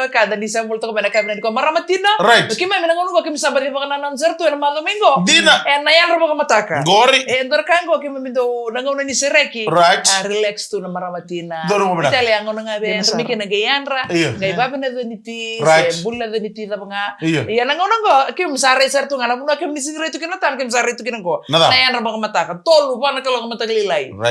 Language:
Fijian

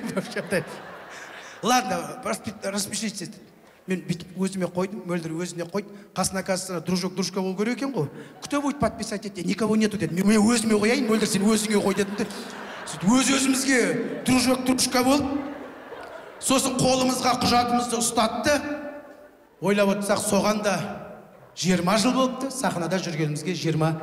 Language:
Kazakh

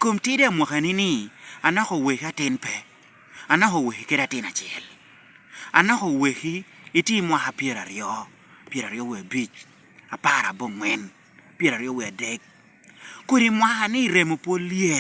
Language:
Lango (Uganda)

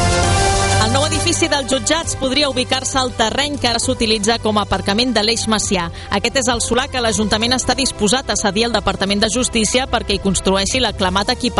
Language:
Catalan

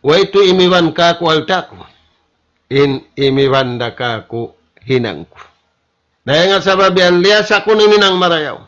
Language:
Tausug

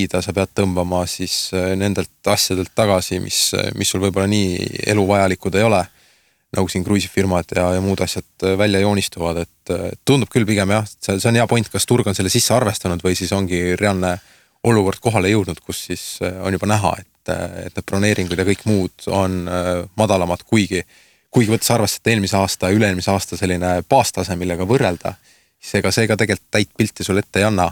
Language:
Estonian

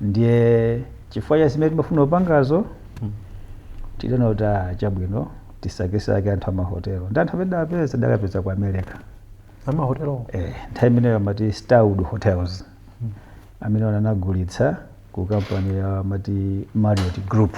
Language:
Nyanja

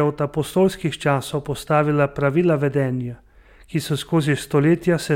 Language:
Slovenian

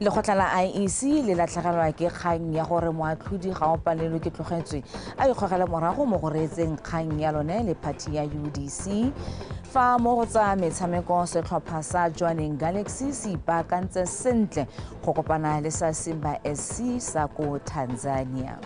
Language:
Tswana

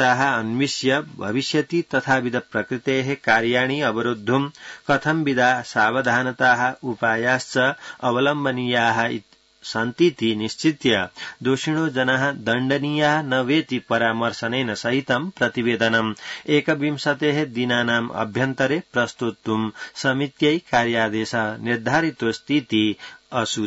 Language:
Sanskrit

